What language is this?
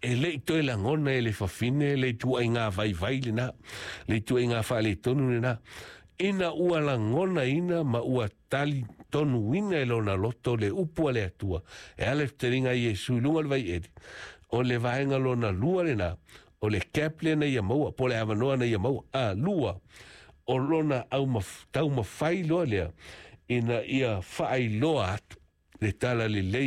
Samoan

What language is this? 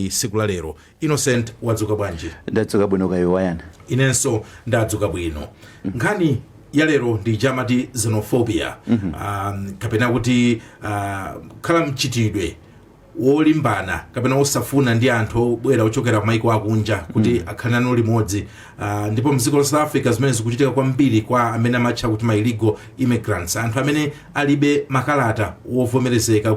Nyanja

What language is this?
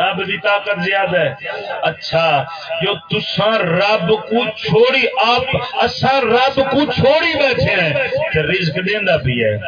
Saraiki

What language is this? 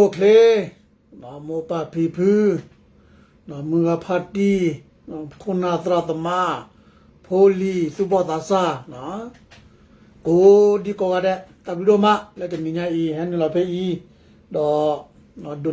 S'gaw Karen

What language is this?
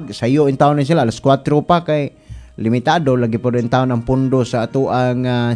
Cebuano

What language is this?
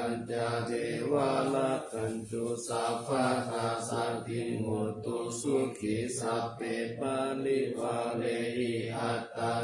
Pali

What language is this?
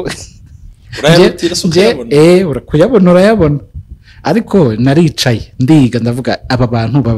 Kinyarwanda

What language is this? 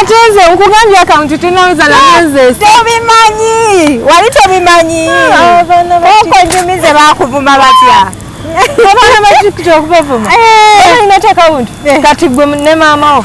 Ganda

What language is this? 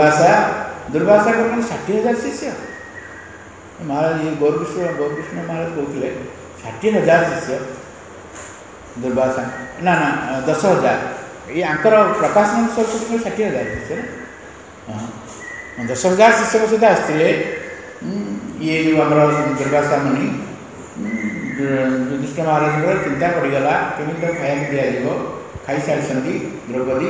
Odia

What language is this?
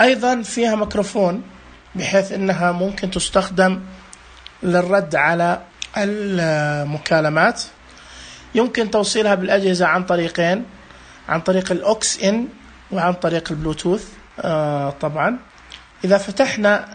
Najdi Arabic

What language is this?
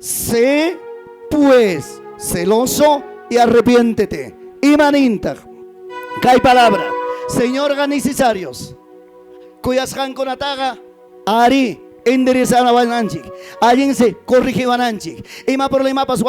Ayacucho Quechua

